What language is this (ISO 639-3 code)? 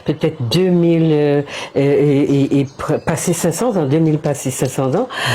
gcf